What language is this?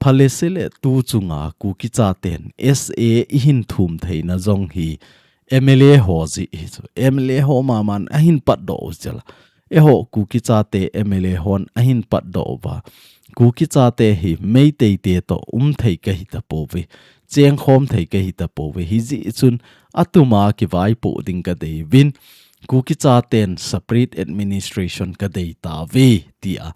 Thado Chin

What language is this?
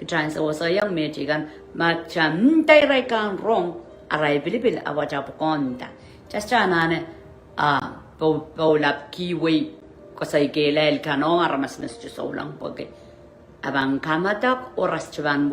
Pohnpeian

